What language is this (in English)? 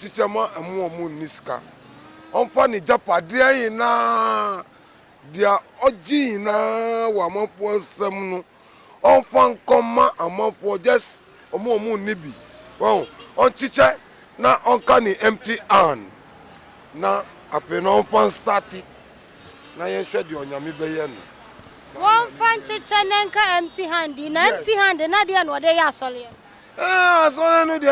Akan